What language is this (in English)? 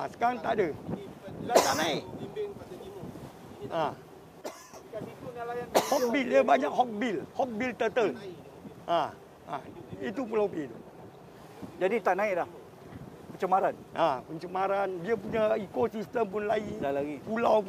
Malay